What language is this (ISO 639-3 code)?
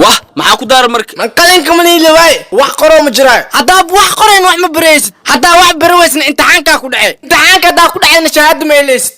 som